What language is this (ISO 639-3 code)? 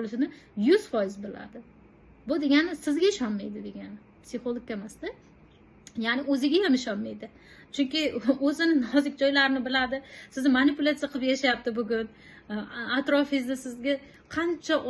uzb